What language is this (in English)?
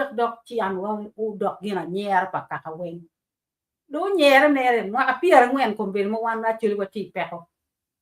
Acoli